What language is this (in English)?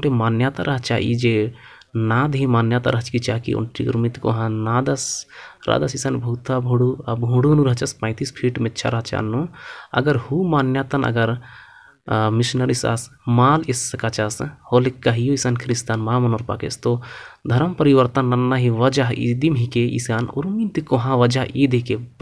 Kurukh